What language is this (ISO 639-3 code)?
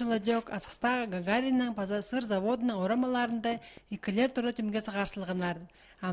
kjh